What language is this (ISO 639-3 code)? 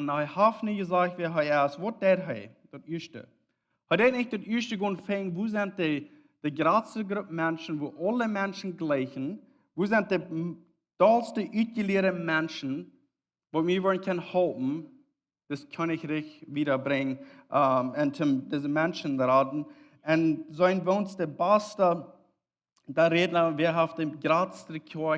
pdt